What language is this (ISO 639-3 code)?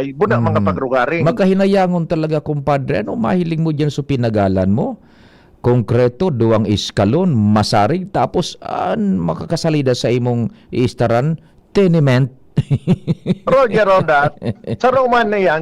bik